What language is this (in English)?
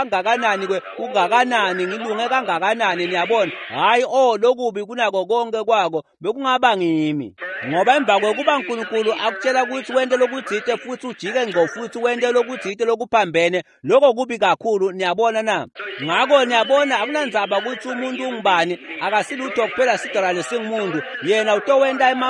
Swati